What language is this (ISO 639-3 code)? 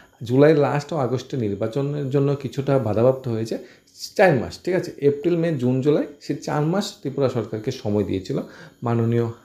ben